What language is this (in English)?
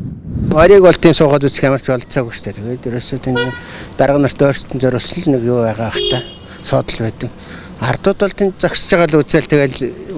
Mongolian